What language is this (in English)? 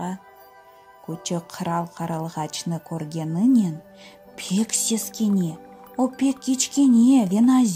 Crimean Tatar